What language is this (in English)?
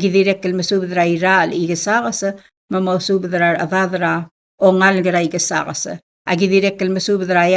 Palauan